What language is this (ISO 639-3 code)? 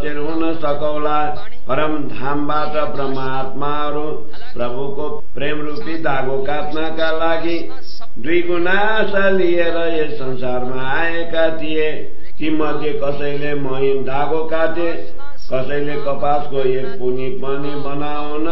nep